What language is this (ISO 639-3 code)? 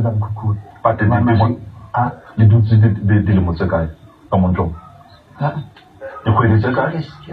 sot